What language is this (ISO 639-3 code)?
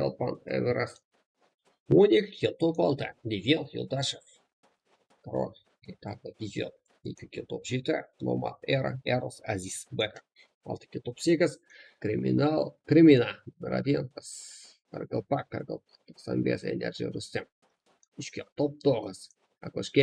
kaa